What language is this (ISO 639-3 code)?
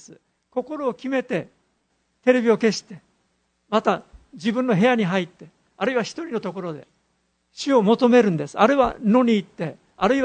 jpn